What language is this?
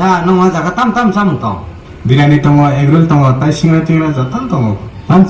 Kok Borok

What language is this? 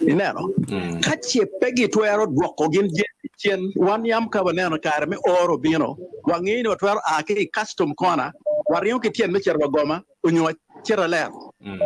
Acoli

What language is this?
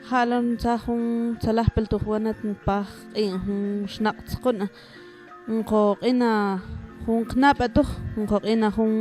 Mam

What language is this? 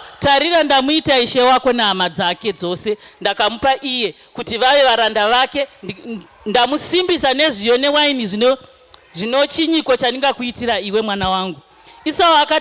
Shona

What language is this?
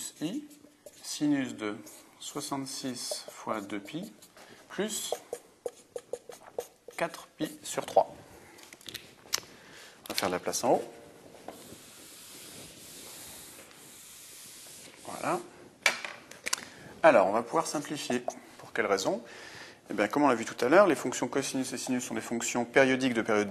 French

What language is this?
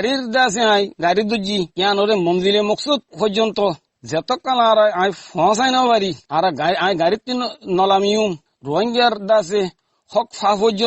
Rohingya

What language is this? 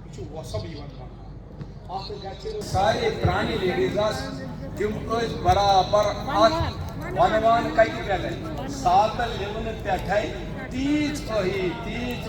Kashmiri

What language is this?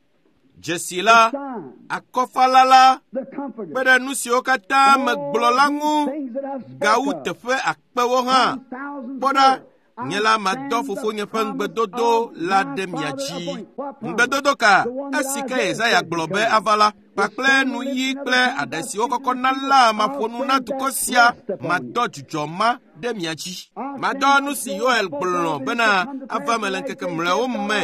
Ewe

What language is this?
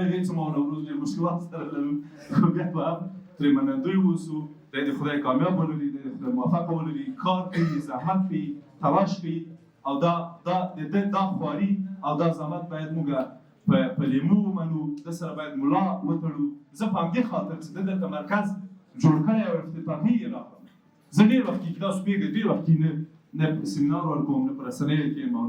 Pashto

